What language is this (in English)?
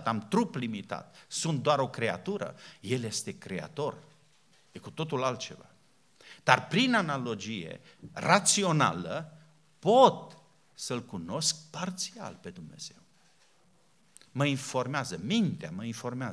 Romanian